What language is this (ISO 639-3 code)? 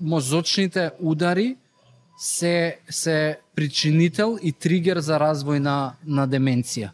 mkd